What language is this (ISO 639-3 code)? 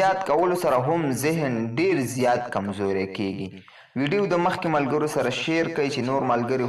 pus